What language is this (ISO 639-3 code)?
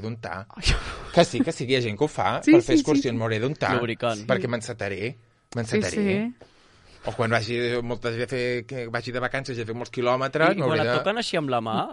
cat